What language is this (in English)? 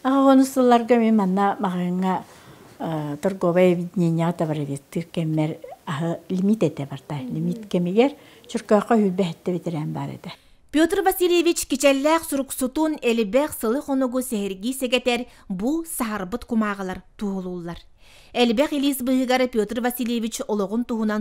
Yakut